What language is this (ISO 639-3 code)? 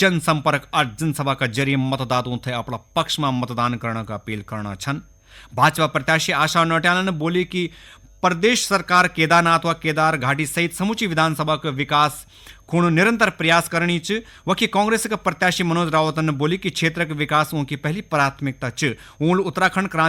gbm